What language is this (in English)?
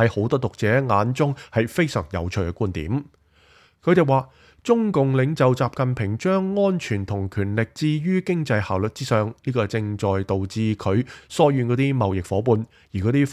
Cantonese